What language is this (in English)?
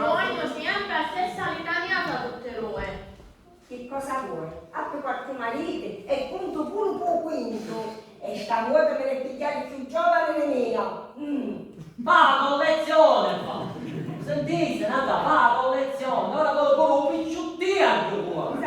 Sicilian